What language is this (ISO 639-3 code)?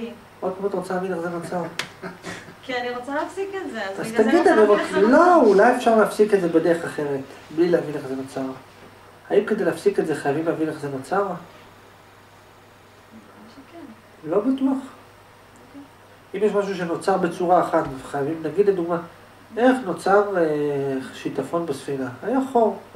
heb